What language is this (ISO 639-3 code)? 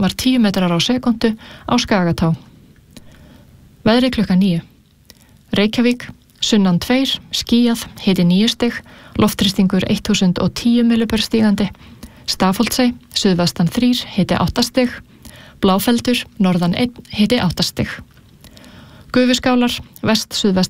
isl